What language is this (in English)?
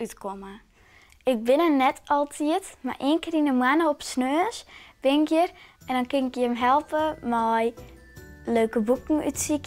Western Frisian